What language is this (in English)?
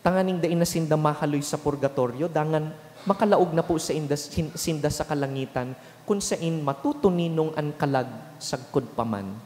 Bikol